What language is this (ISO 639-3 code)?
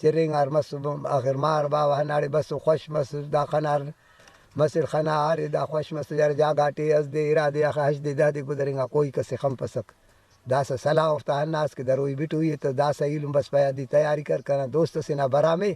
brh